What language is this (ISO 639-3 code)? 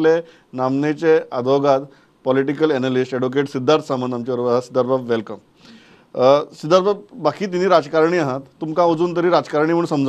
kok